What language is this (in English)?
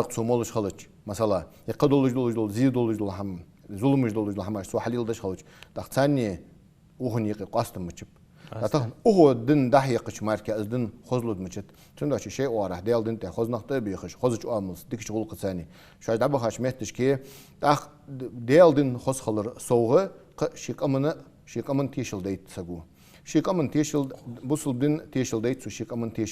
Ingush